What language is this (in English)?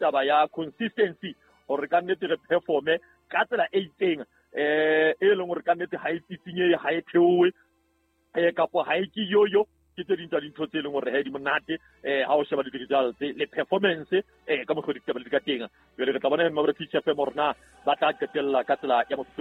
Southern Sotho